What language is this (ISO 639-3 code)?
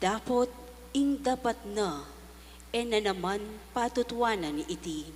pam